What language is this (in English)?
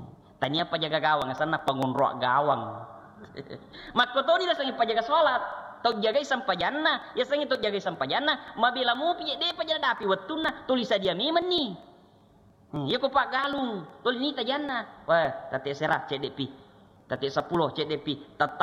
Buginese